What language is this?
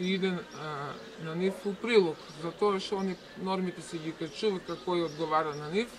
Macedonian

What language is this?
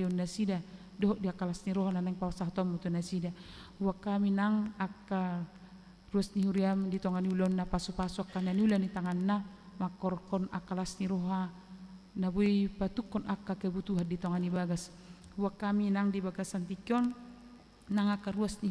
Batak Toba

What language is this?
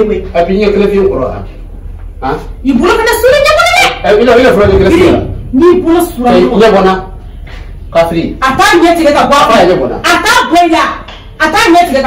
Bambara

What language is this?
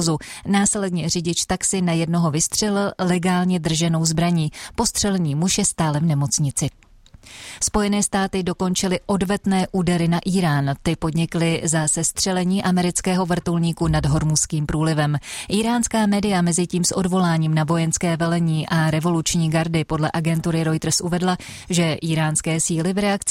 Czech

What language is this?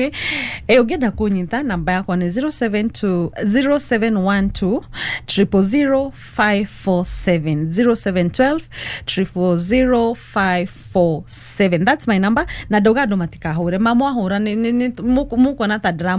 Kikuyu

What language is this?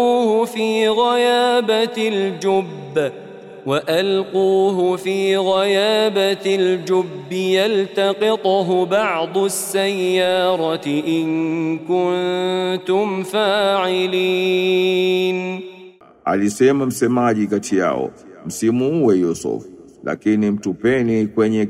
Swahili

